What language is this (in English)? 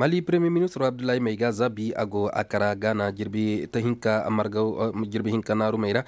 Koyraboro Senni